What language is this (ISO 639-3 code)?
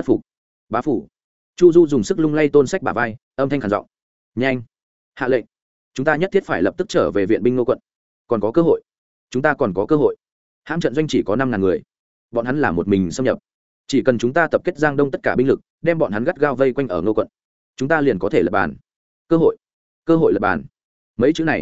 vie